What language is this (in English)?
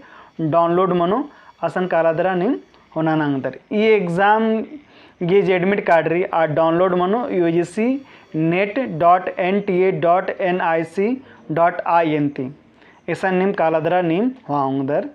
Kurukh